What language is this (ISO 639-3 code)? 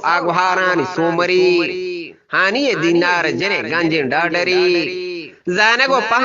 bgp